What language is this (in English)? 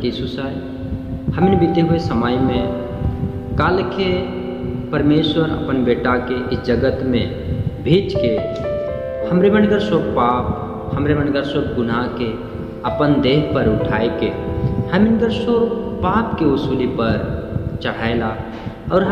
Sadri